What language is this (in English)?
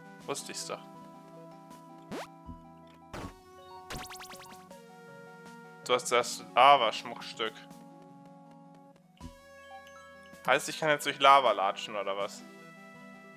German